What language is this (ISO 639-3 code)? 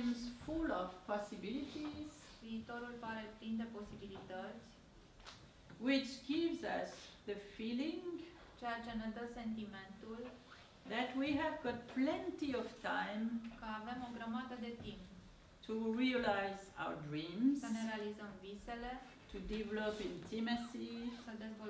ron